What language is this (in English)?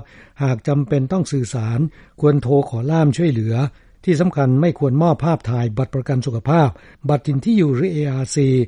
Thai